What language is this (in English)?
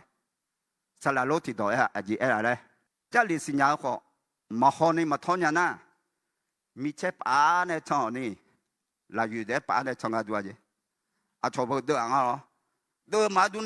Akha